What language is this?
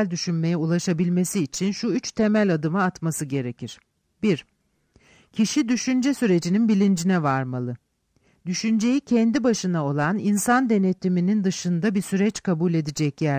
Turkish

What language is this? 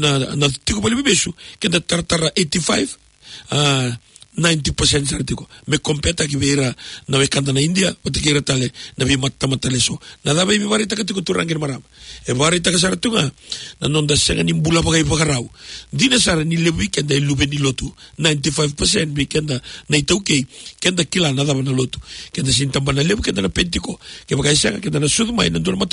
Fijian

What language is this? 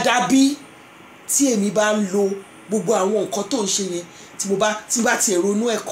Yoruba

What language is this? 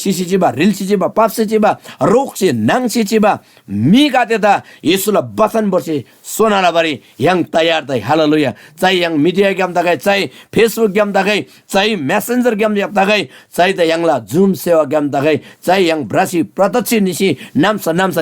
Eastern Tamang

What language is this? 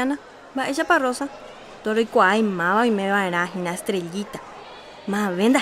Guarani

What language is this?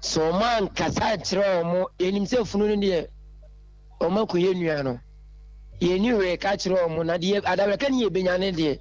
Akan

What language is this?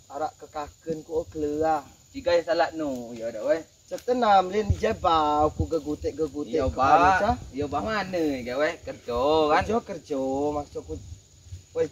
Rejang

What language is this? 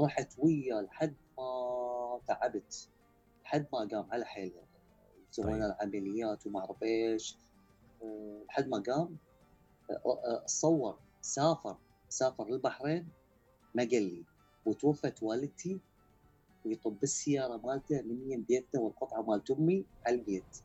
Mesopotamian Arabic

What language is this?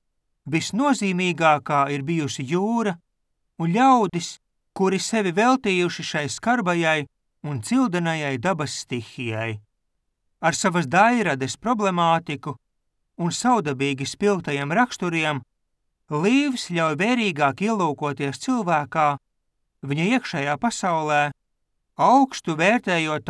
Latvian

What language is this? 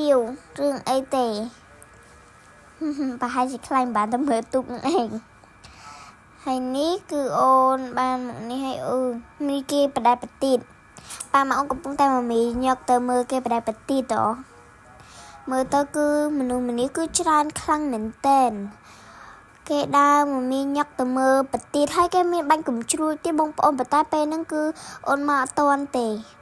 Khmer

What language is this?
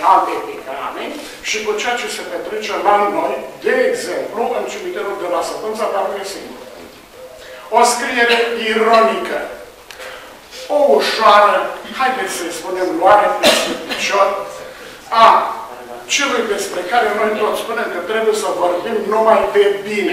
Romanian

